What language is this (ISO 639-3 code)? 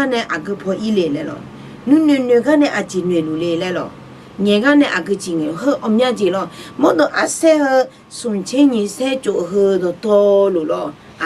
ahk